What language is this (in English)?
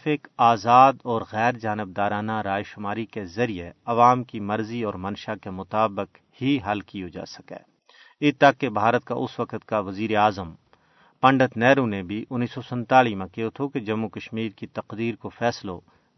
Gujari